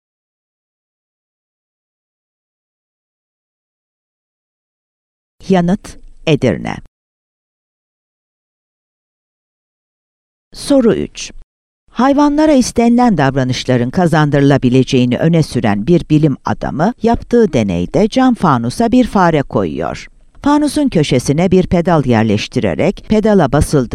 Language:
Turkish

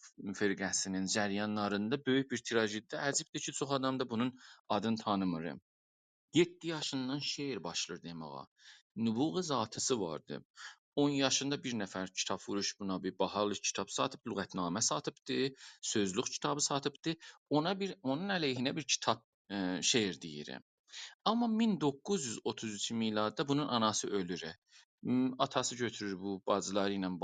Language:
South Azerbaijani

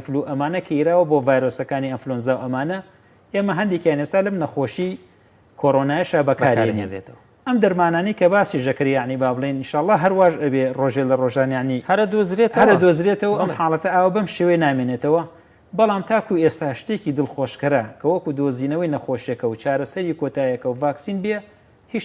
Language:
Central Kurdish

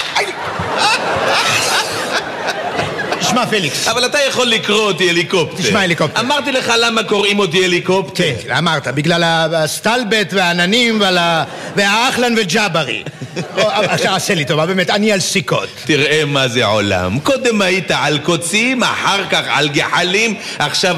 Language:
Hebrew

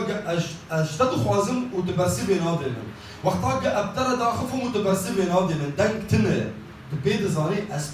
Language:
Kurdish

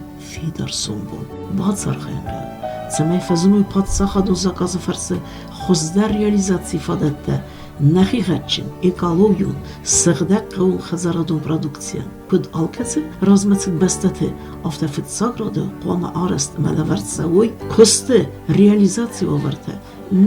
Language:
Ossetic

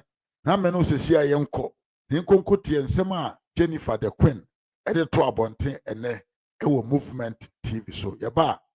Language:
Akan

